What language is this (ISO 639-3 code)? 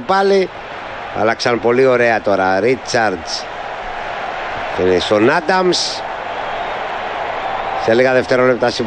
ell